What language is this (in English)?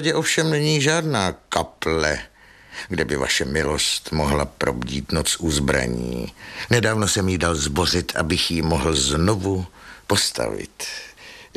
Czech